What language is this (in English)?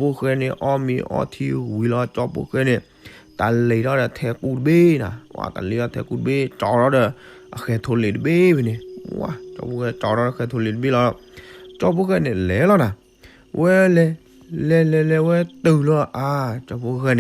S'gaw Karen